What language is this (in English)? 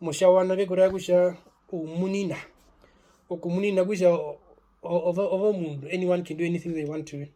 Herero